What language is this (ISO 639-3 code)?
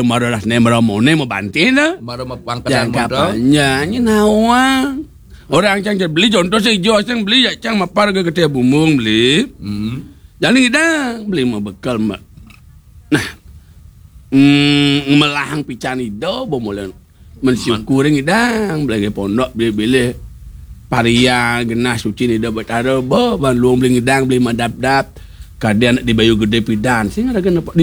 ban